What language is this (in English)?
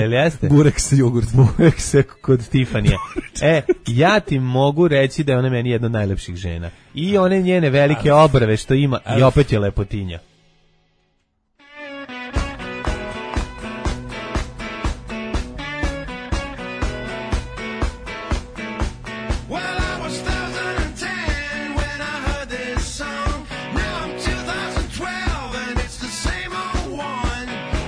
Serbian